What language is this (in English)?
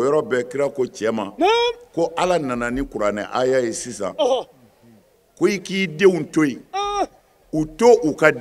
Bambara